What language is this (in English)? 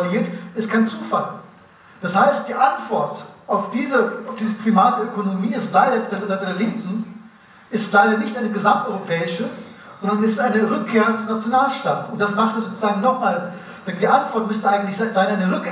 German